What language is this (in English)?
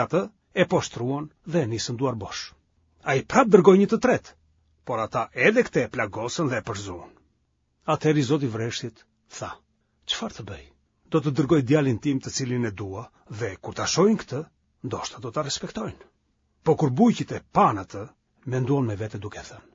Albanian